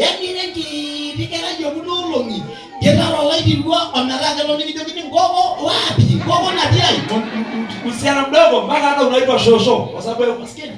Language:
Masai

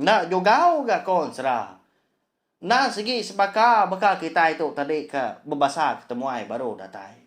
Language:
Iban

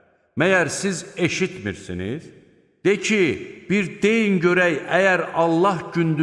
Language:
Azerbaijani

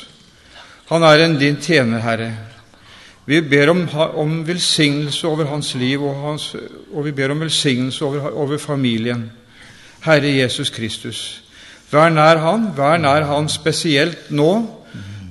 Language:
Norwegian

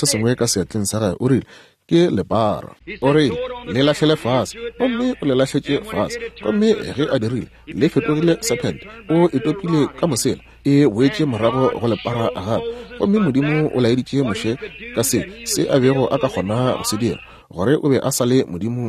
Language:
Northern Sotho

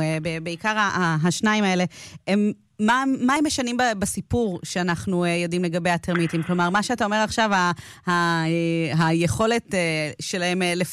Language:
Hebrew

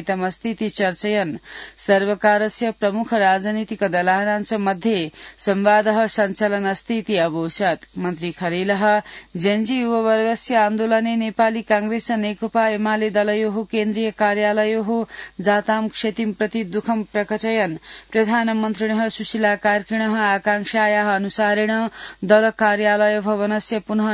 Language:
Sanskrit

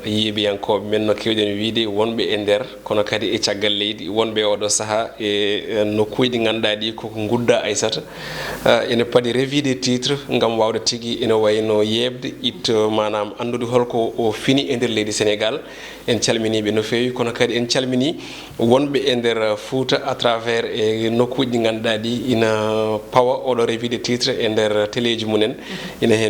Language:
Fula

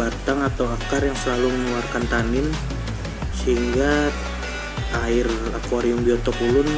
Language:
Banjar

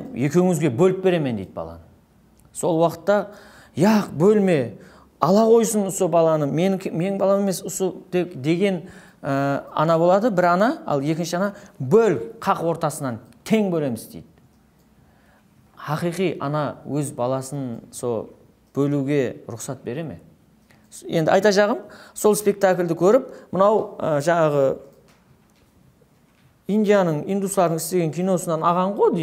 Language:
Kara-Kalpak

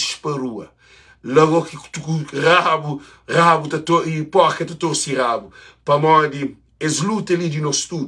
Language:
Kabuverdianu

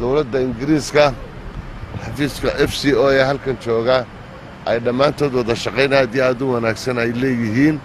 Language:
Somali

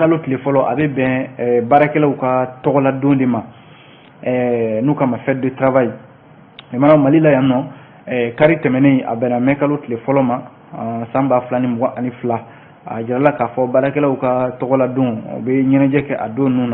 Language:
Bambara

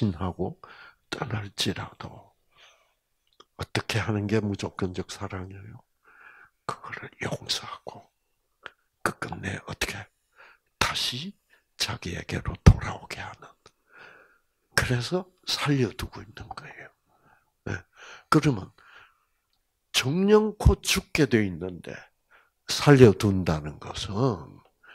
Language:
Korean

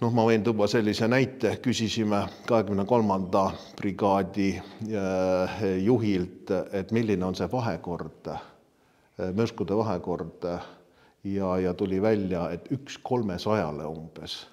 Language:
Estonian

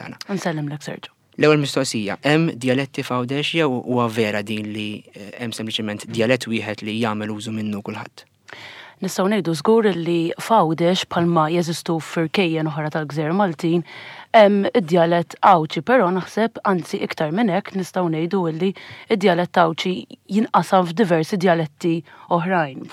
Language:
Maltese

